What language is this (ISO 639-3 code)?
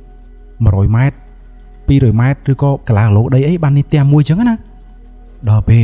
khm